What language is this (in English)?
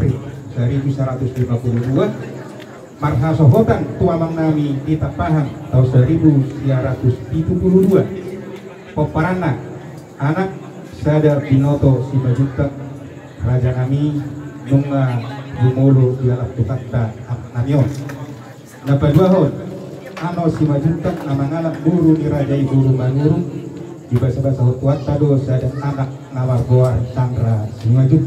Batak Toba